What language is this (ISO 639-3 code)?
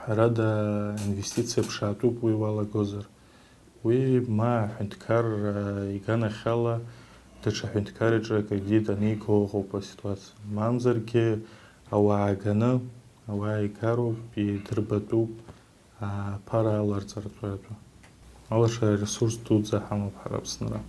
abk